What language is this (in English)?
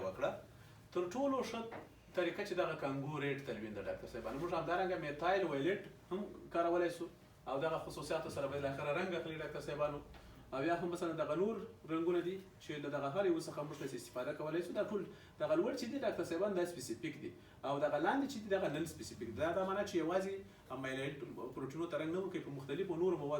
Pashto